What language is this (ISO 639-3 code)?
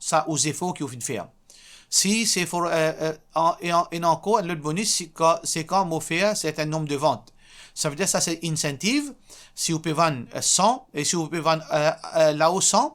mfe